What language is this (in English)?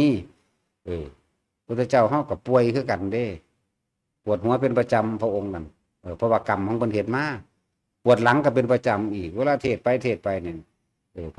Northeastern Thai